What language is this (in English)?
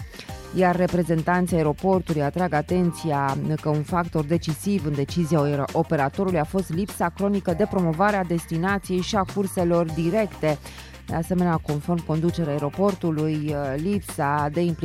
Romanian